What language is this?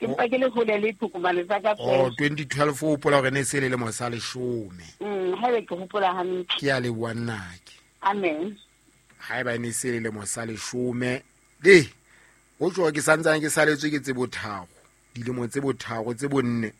Southern Sotho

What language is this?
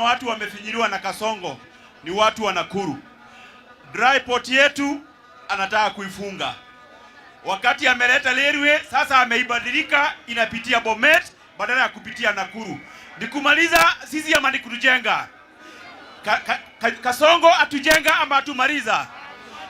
Swahili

